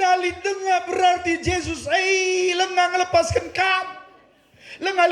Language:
Batak Karo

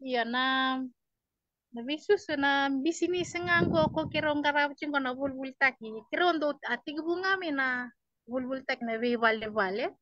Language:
Fijian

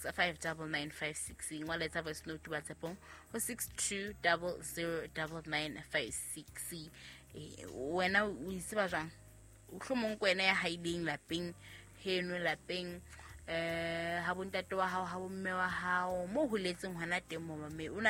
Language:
Southern Sotho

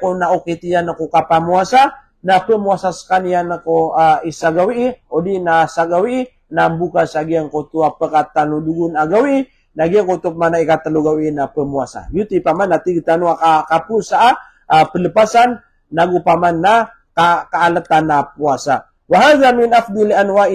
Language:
Maranao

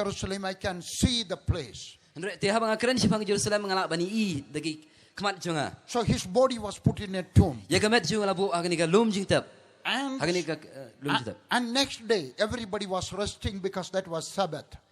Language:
Khasi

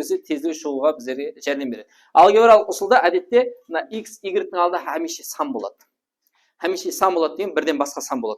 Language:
Kara-Kalpak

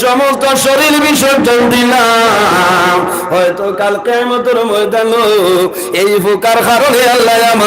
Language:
Sylheti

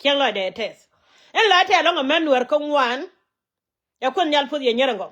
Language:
Nuer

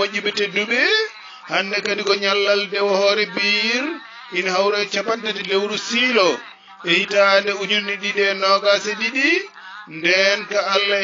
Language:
Fula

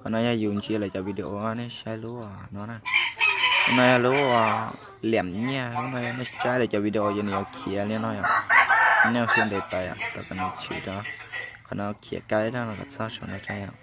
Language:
Hmong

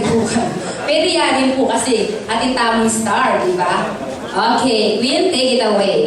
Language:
Pampanga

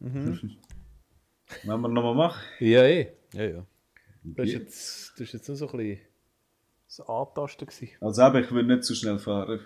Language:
Swiss German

